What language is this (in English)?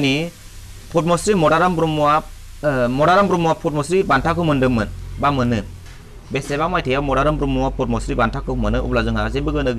Bodo